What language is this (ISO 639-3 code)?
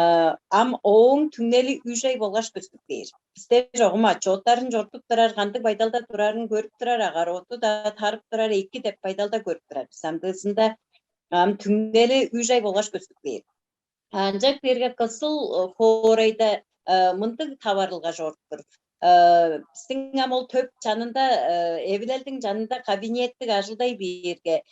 tyv